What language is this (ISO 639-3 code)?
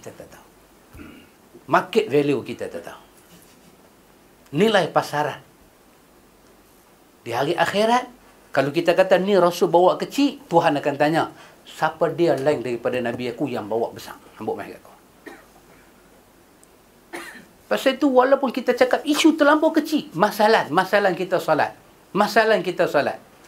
msa